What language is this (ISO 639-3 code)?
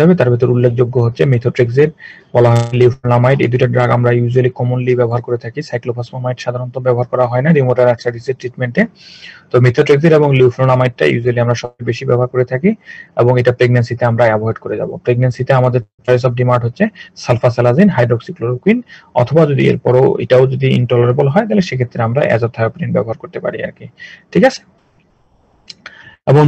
ben